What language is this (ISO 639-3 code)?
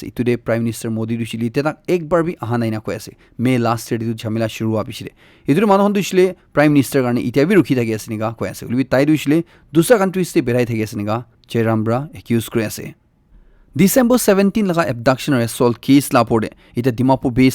nag